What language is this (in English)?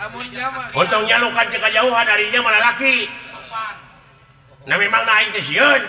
Sundanese